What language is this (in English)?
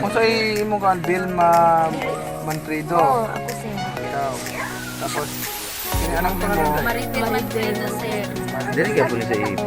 Cebuano